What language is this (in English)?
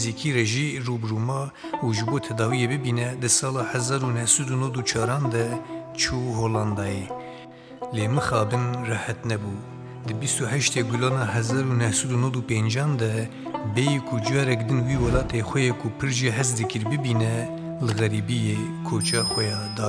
Kurdish